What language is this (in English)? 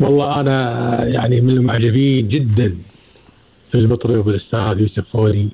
Gulf Arabic